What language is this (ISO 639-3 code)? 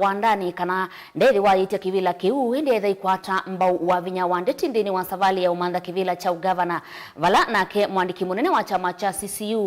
kam